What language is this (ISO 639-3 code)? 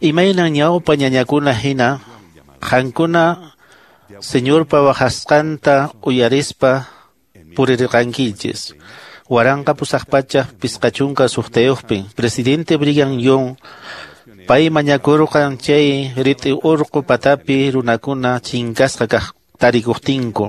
que